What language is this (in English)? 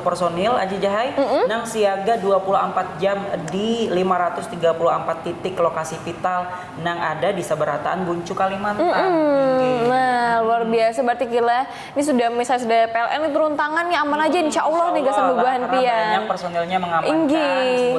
Banjar